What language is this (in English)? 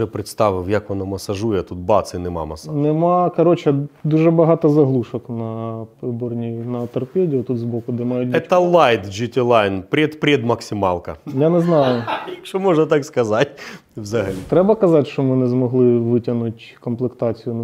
Ukrainian